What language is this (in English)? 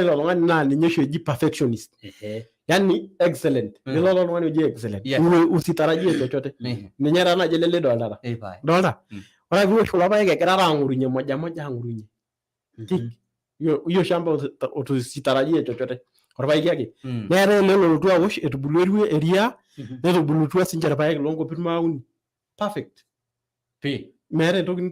Masai